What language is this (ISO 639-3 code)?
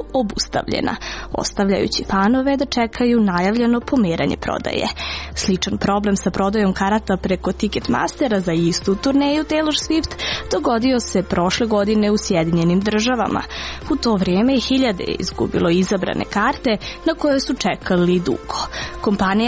srp